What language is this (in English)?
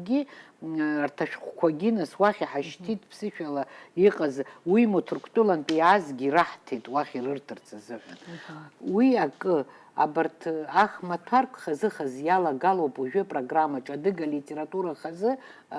Abkhazian